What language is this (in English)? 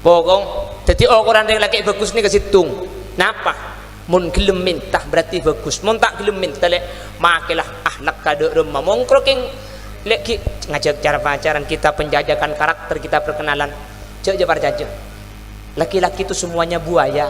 Madurese